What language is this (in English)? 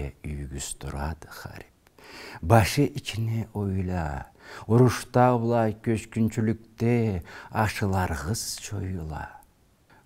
Karachay-Balkar